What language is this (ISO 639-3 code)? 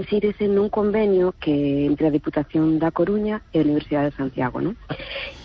glg